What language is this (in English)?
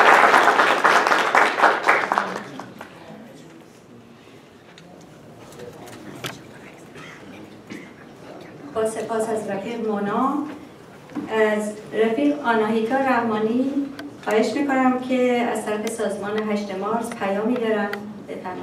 Persian